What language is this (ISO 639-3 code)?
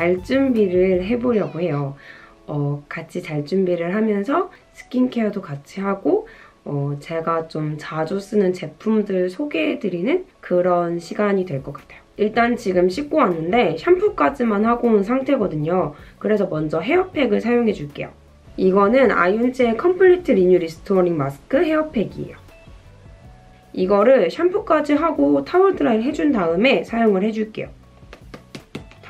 kor